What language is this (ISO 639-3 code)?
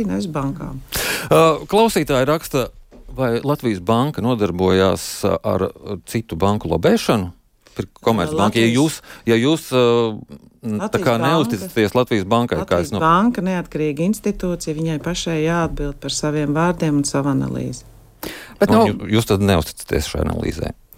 lav